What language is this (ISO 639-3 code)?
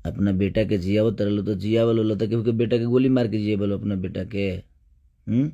bho